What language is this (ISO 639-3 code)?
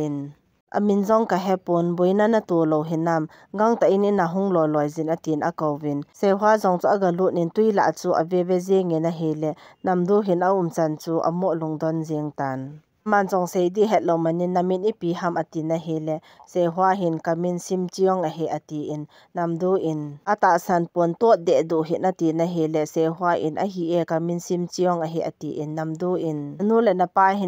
tcz